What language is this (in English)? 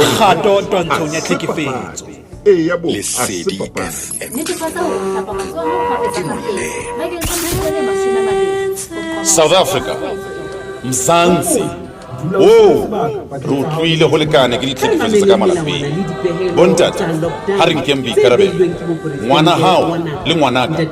Southern Sotho